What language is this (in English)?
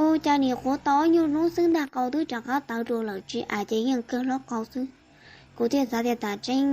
Hmong